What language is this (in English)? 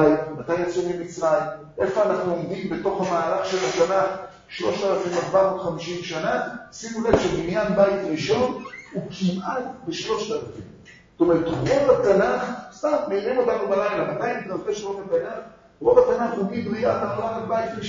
Hebrew